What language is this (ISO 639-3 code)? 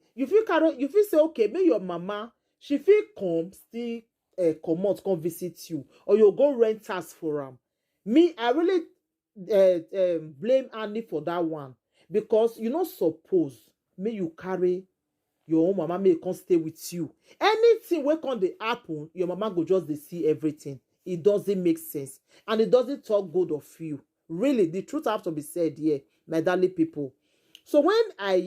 pcm